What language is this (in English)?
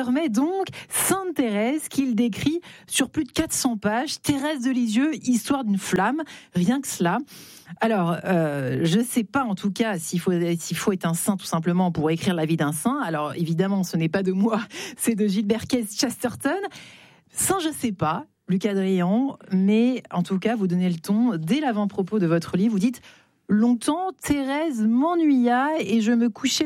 French